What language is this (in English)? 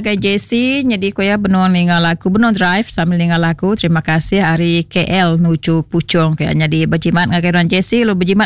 Iban